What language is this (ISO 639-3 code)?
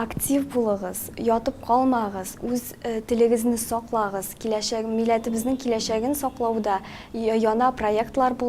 tat